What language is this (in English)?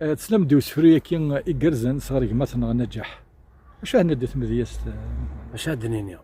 Kabyle